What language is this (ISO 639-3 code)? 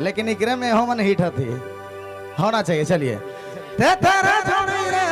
sck